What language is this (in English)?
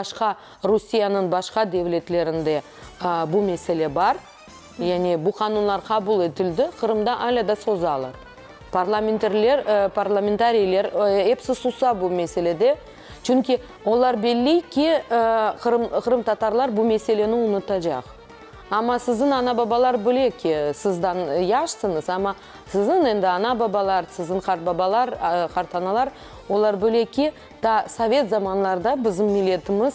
Crimean Tatar